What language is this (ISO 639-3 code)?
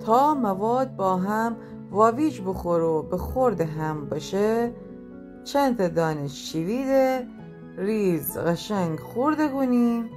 glk